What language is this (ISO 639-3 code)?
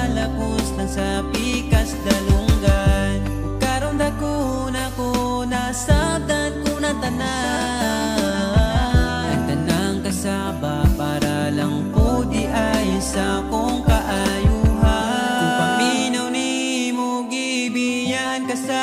ceb